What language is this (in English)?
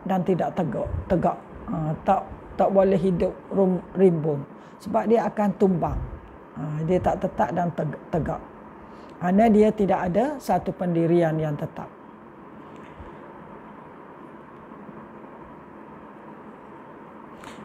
Malay